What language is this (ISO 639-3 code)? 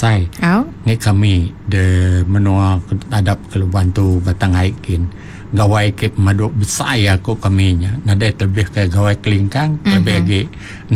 iba